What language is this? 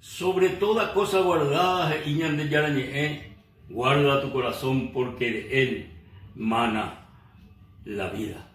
Guarani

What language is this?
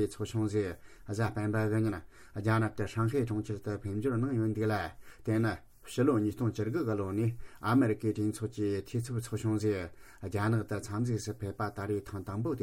Tibetan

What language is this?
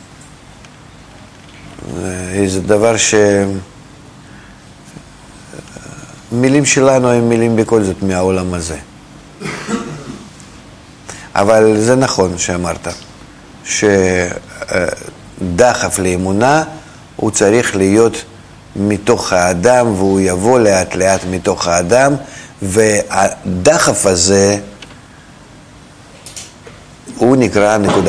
Hebrew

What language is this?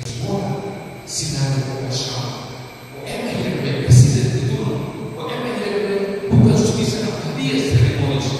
Tetum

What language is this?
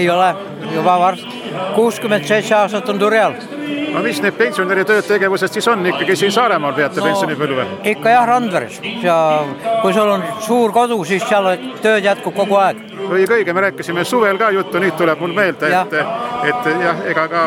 Estonian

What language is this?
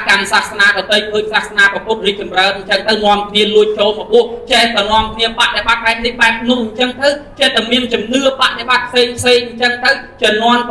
Khmer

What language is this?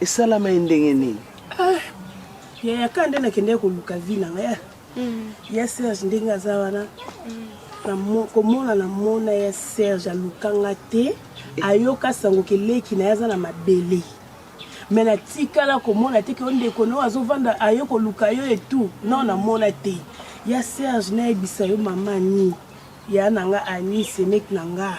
Lingala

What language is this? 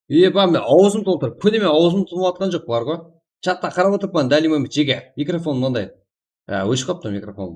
Kara-Kalpak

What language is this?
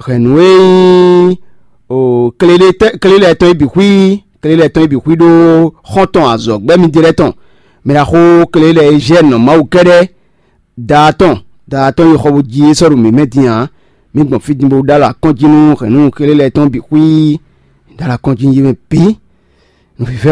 Fon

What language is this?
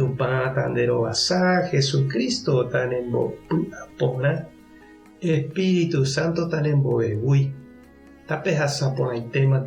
Guarani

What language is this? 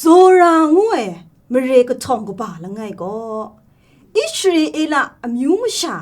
Kachin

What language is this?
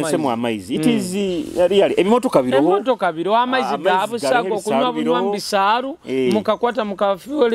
Nyoro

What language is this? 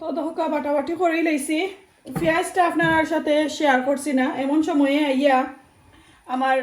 Sylheti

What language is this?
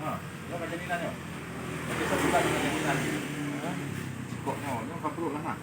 Achinese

